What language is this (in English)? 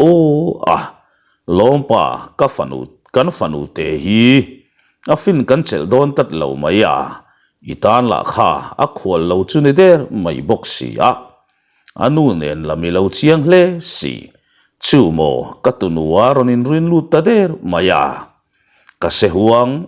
Mizo